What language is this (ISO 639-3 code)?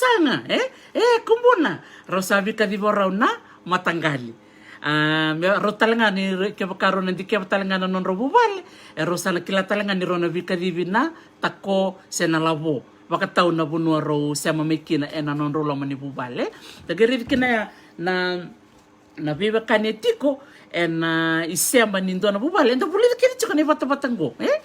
fij